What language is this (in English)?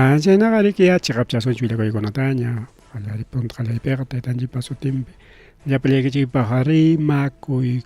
Ayacucho Quechua